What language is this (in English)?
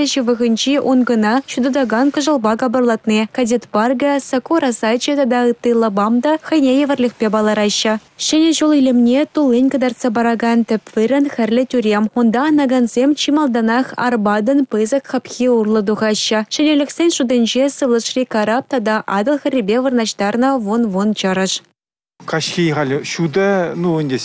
Chuvash